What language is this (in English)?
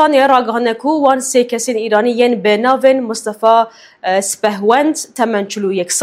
Kurdish